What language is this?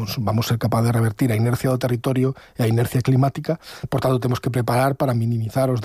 Galician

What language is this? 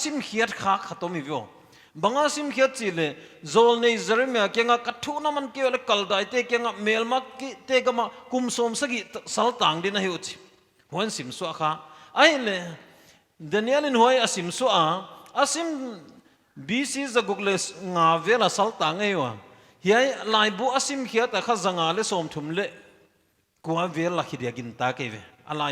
Paite Chin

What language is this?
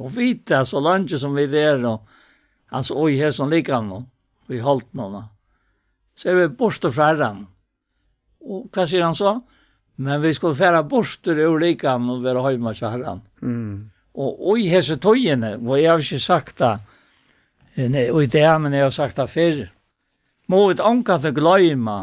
Faroese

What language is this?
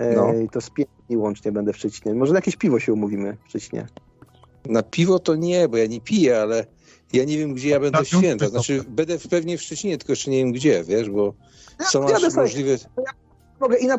Polish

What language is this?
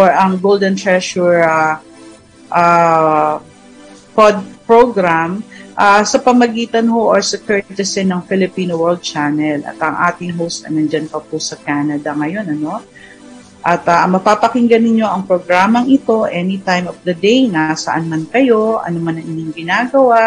Filipino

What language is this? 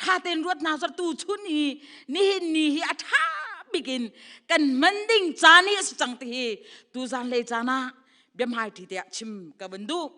Hakha Chin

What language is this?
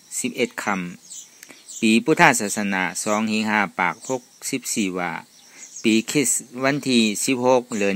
Shan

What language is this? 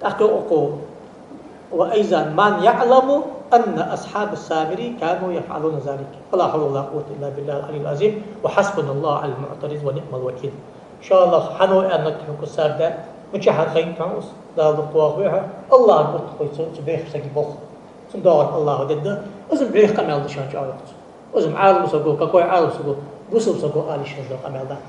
Ingush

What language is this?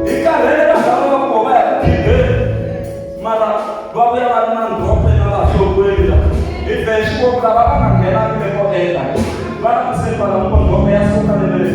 Tsonga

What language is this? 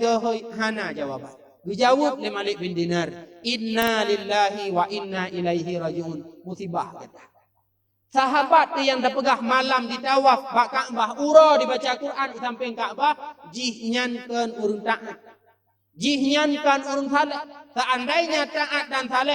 Achinese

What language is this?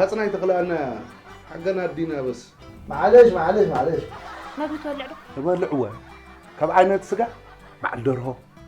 Tigrinya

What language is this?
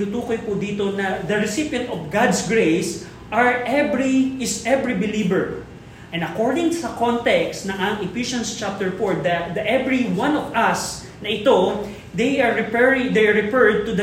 Filipino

